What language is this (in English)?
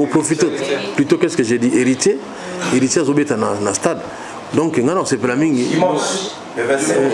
Lingala